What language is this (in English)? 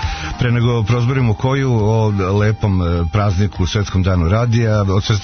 Serbian